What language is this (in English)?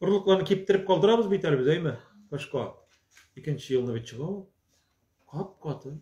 Tatar